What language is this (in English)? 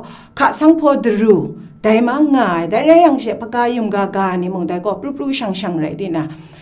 Kachin